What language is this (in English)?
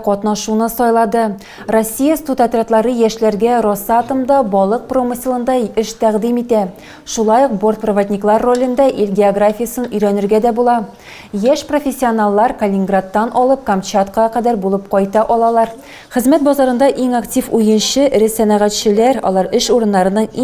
Tatar